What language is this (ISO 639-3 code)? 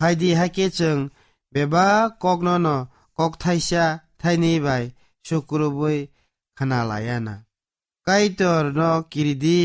trp